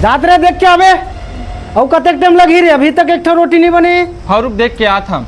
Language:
Chhattisgarhi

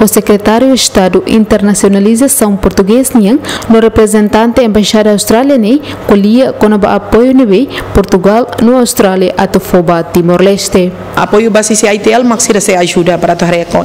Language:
Tetum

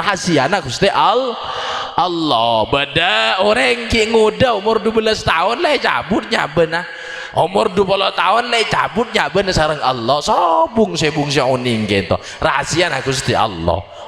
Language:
Madurese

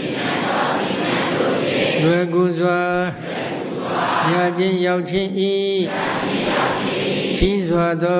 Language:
Burmese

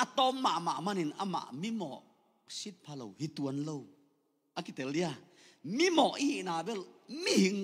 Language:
Tedim Chin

